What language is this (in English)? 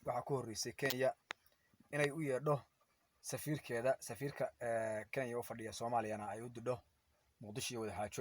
Somali